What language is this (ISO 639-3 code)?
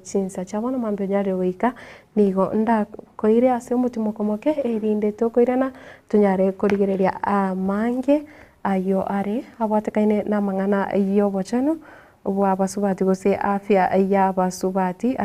guz